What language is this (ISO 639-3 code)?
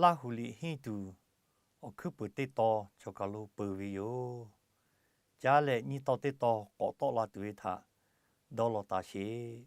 lhu